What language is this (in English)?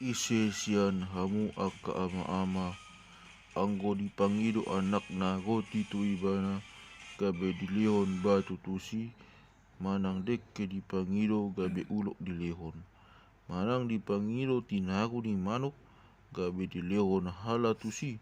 Batak Toba